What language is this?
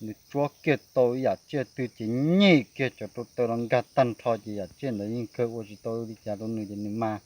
Hmong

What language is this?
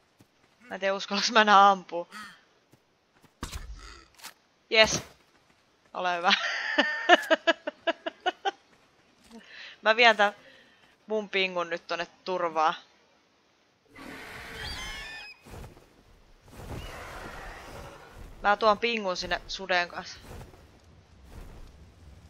Finnish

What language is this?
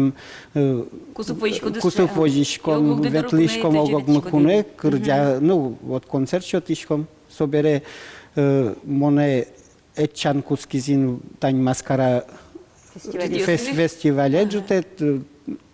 Udmurt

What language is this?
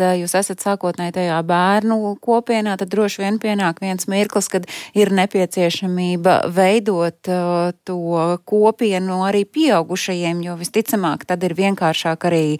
Latvian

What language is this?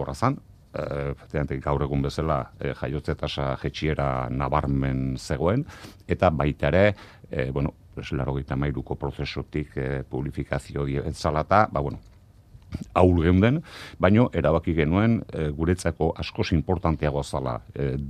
Basque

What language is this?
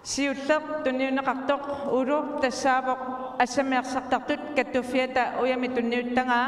Kalaallisut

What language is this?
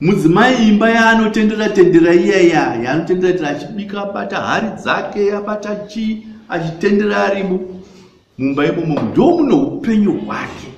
Shona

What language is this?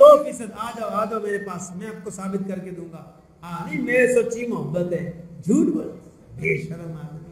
Urdu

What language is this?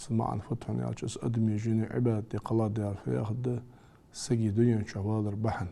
Ingush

